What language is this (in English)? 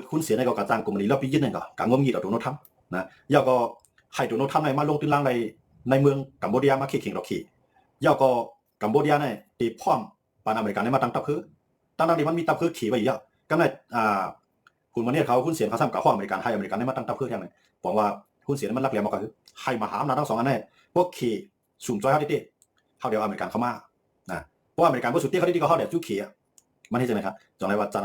Shan